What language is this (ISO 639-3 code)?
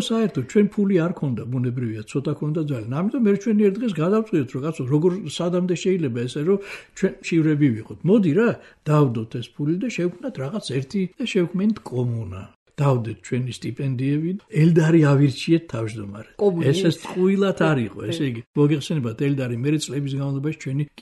kat